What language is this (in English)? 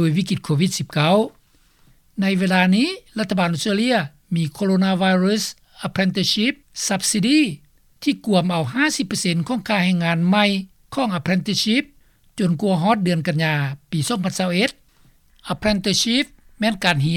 Lao